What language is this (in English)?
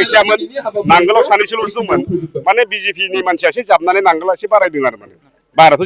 Bodo